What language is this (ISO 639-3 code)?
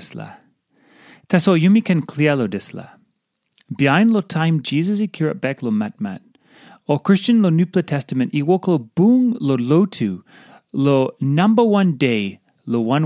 tpi